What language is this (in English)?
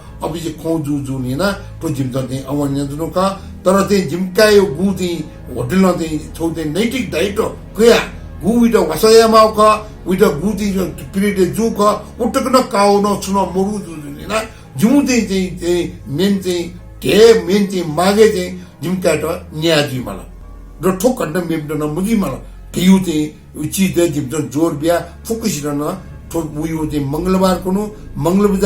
Newari